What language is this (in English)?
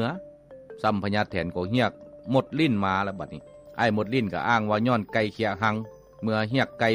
Lao